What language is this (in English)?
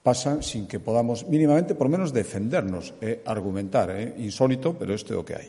Galician